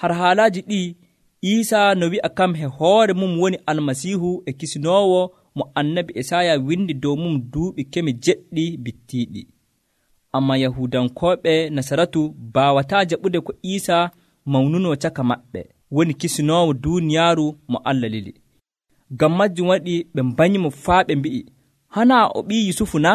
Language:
Nigerian Fulfulde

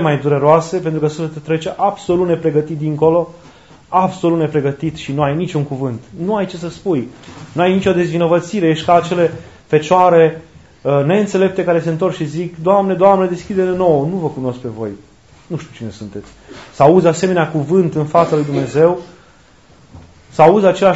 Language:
Romanian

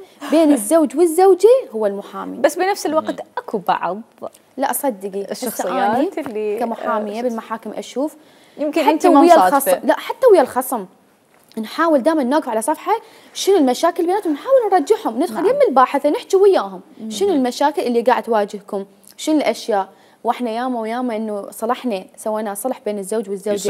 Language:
Mesopotamian Arabic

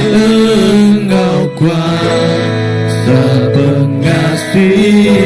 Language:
Iban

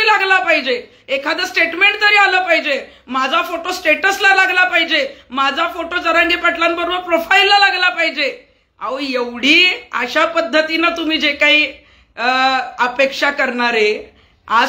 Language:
Marathi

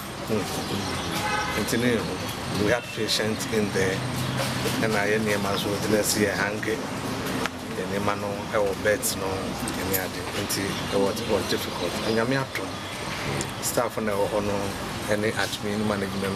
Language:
Akan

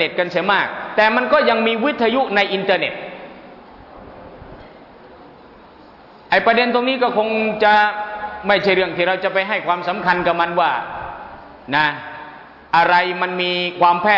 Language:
Thai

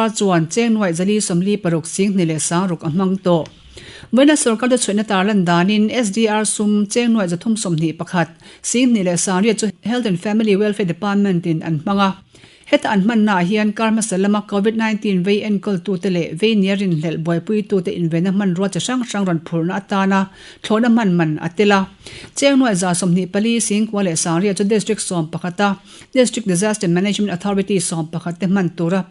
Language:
Mizo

